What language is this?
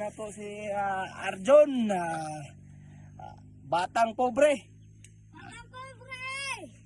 Cebuano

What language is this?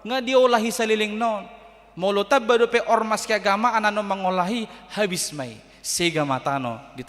Batak Toba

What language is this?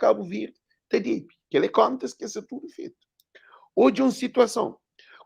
Kabuverdianu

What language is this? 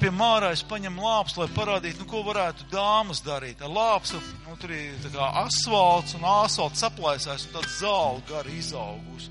Latvian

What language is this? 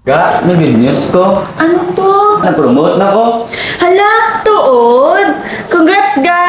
Hiligaynon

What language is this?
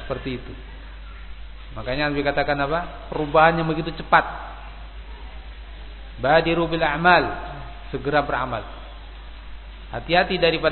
Indonesian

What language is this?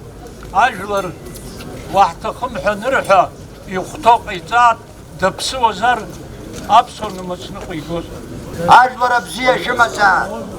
Abkhazian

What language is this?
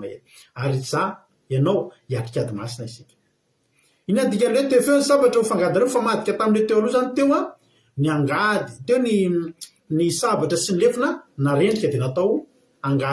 Malagasy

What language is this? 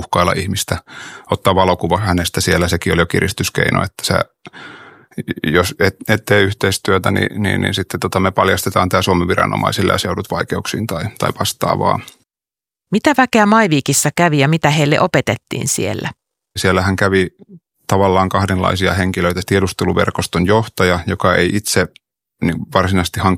Finnish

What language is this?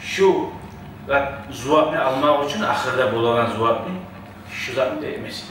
Kumyk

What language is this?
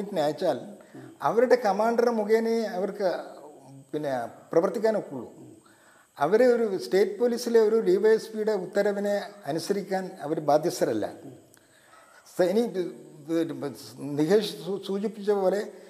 Malayalam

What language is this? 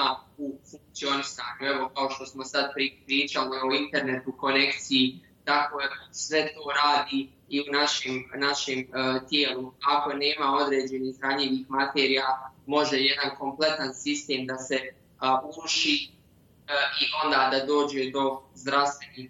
Bosnian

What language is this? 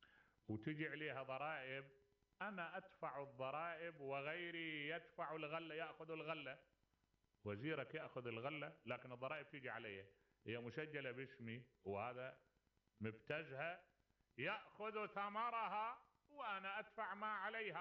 Mesopotamian Arabic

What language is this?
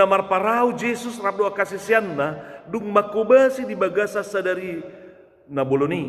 Batak Toba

